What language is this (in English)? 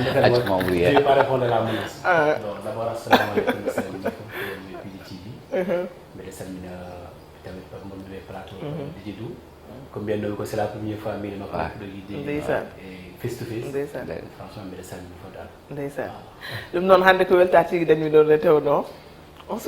Fula